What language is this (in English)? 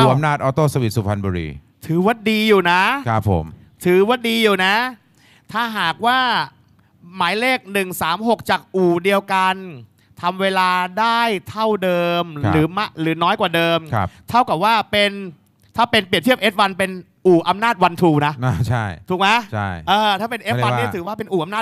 Thai